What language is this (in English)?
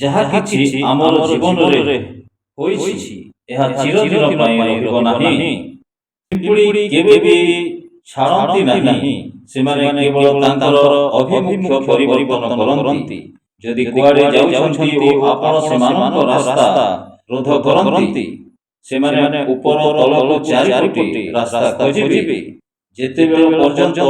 Odia